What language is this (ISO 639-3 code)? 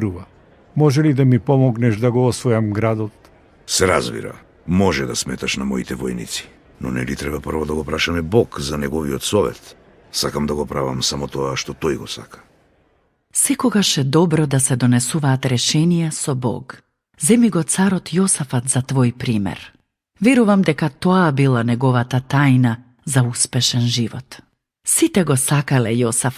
mkd